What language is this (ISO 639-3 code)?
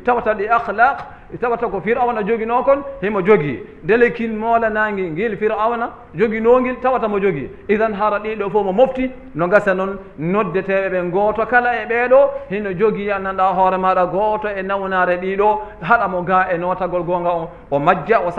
ful